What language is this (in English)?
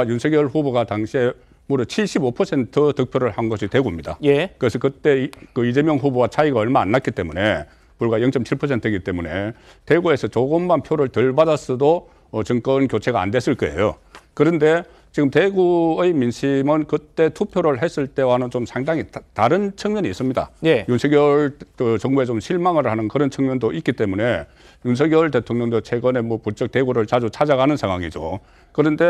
Korean